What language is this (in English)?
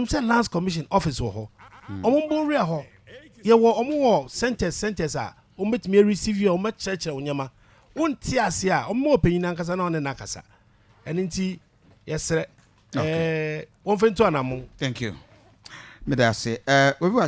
Akan